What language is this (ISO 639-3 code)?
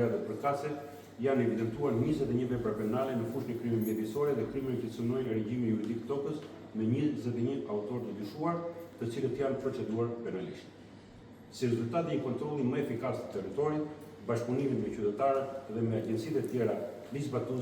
sqi